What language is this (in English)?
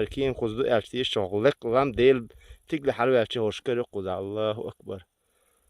Chechen